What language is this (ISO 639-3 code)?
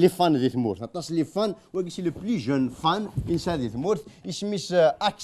kab